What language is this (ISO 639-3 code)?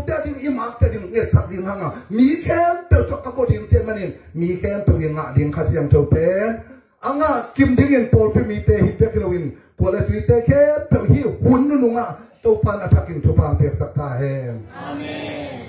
ctd